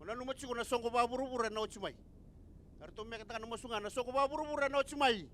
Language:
Fijian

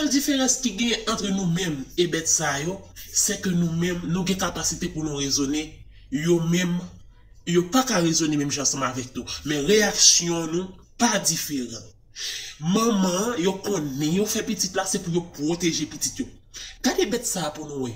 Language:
Haitian Creole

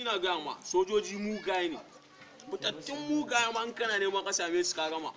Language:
Hausa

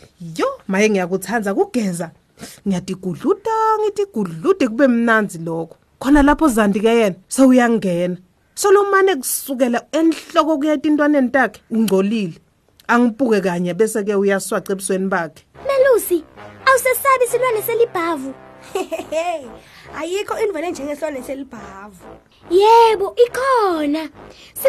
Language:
Swati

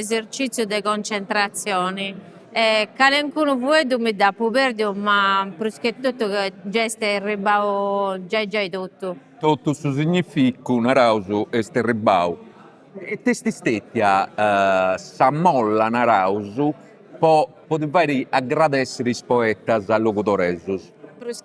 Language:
Sardinian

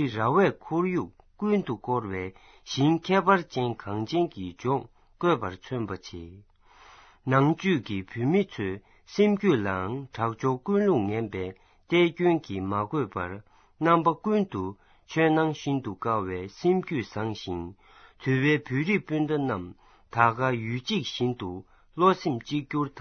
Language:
Tibetan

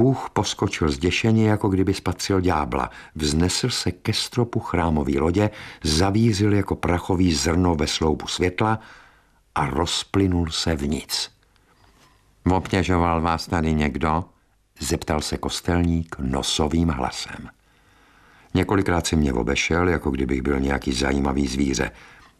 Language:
Czech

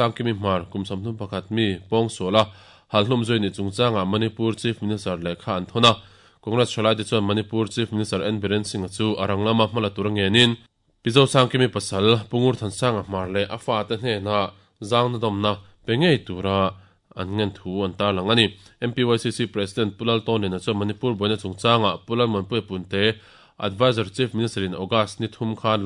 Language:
Mizo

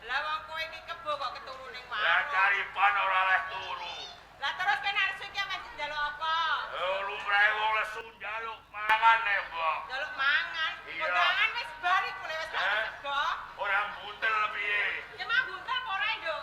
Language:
Javanese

